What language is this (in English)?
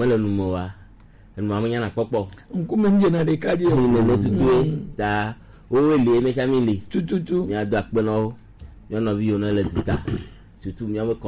Gen